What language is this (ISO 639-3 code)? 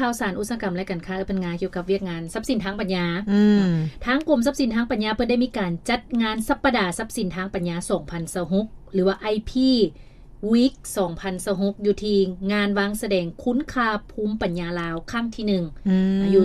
lao